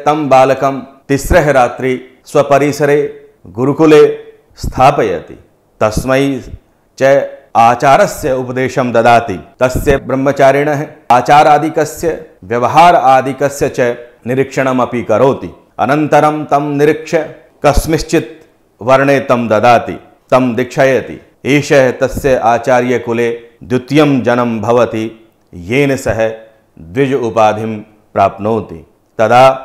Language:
Sanskrit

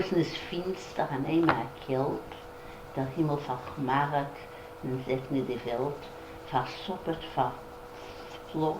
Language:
Yiddish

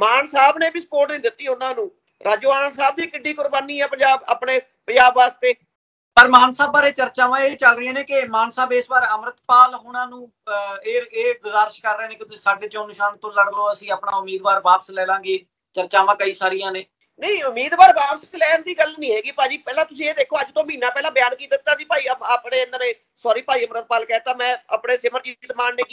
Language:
Punjabi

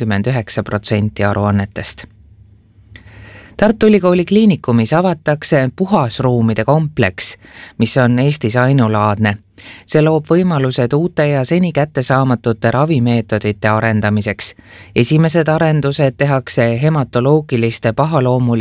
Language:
Estonian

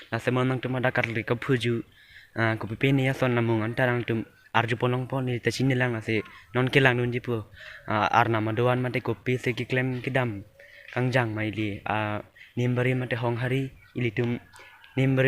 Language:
Karbi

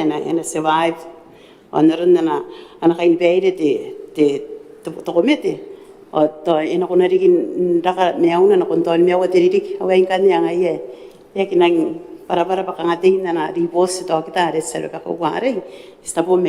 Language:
Gilbertese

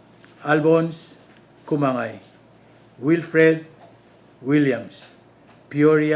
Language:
Palauan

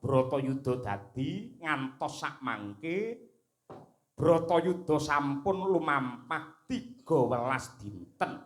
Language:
Javanese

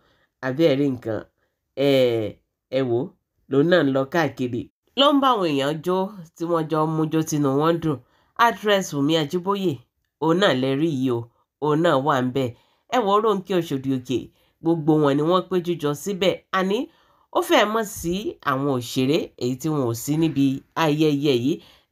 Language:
Yoruba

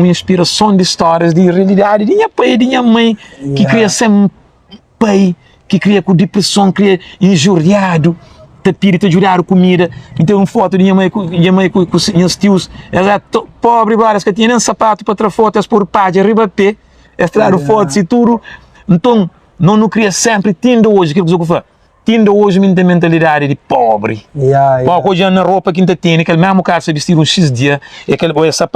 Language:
Kabuverdianu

